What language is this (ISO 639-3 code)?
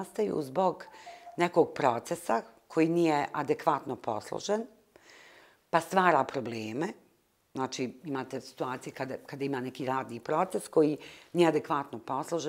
bos